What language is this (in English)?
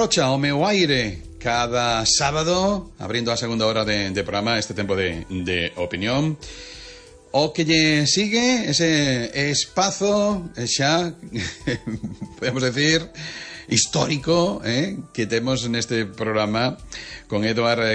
Galician